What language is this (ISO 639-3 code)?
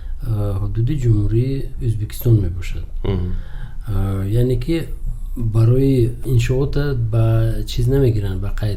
tgk